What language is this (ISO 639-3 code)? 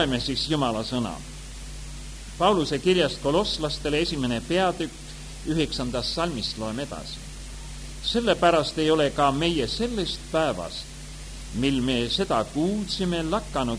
est